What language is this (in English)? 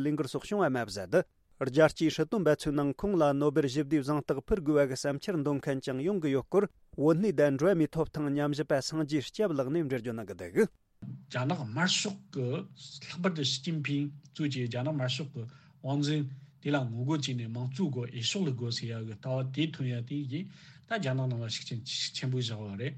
Tibetan